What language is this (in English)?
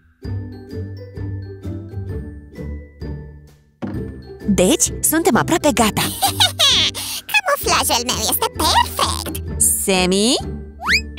Romanian